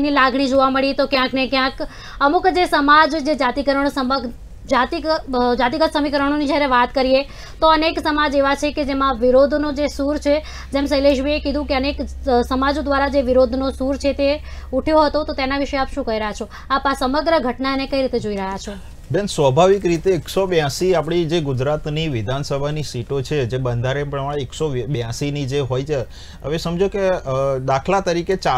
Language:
Gujarati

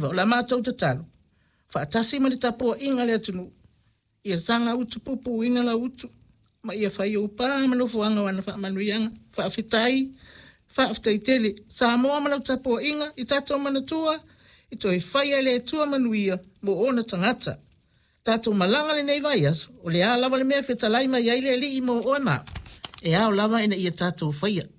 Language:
Samoan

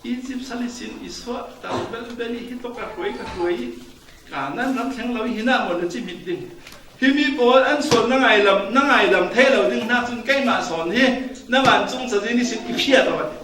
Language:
Falam Chin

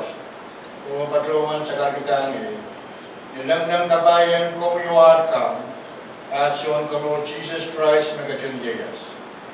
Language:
Pohnpeian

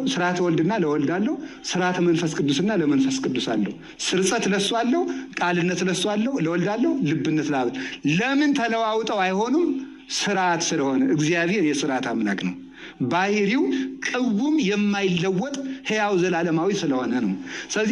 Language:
Amharic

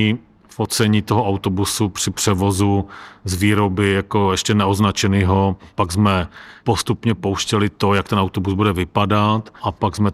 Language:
Czech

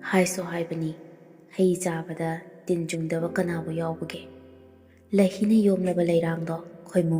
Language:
Manipuri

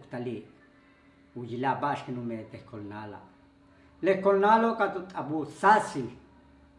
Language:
Yucateco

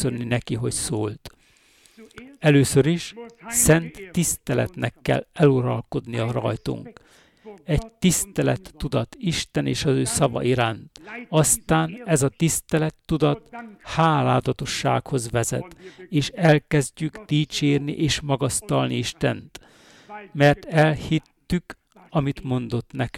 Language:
Hungarian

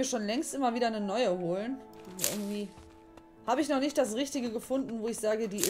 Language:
German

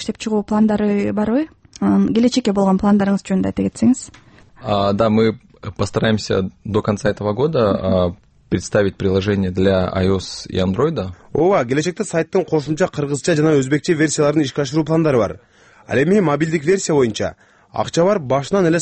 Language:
Kyrgyz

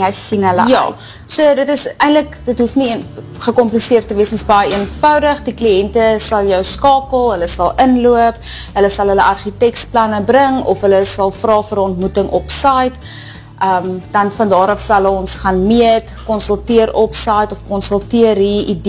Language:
Afrikaans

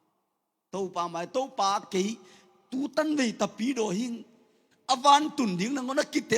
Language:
Tedim Chin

